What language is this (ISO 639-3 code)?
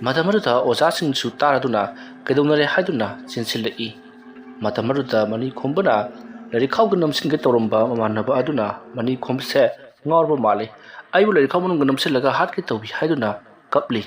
mni